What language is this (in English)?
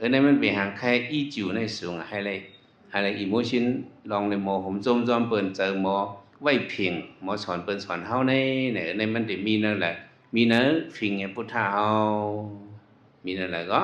Shan